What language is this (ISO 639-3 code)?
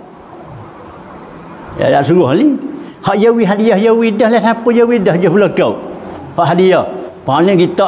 msa